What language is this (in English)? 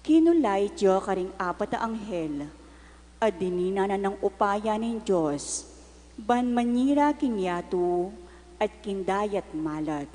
Pampanga